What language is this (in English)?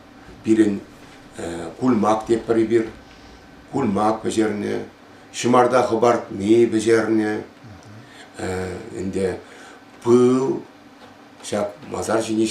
Chuvash